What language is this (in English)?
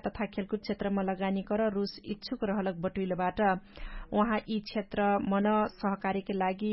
Dangaura Tharu